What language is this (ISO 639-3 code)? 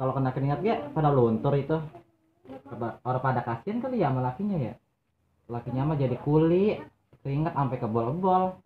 bew